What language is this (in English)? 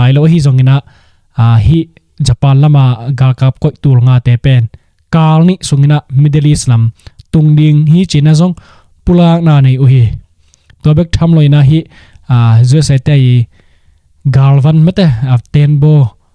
Tedim Chin